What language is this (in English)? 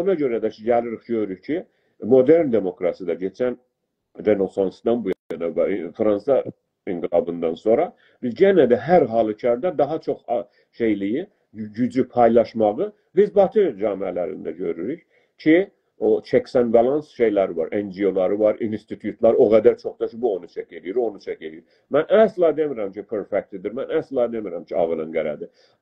South Azerbaijani